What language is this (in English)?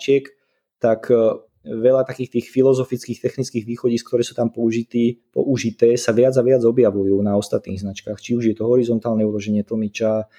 Slovak